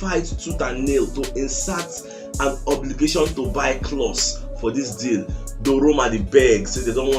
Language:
Nigerian Pidgin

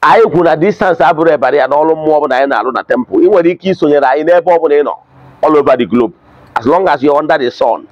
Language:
Igbo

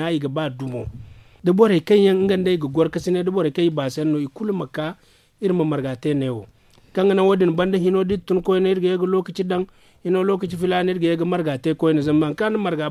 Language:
Zarma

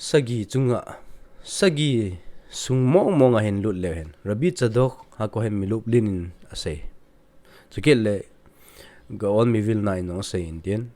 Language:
Thado Chin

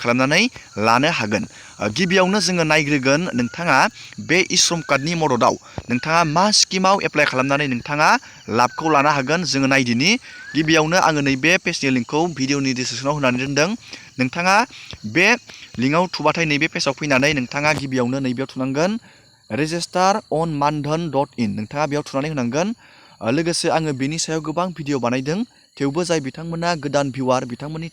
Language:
Bodo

